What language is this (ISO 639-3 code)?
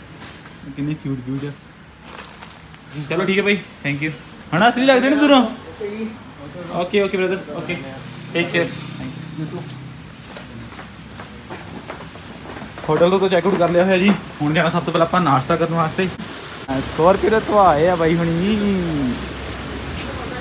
pan